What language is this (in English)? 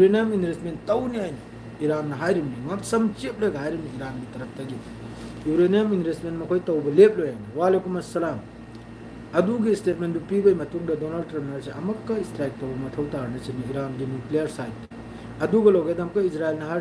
Manipuri